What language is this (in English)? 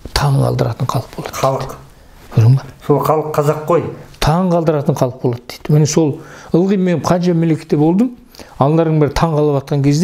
Kazakh